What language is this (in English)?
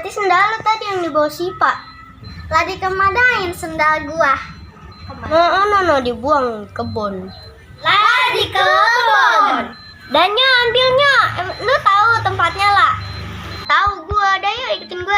Betawi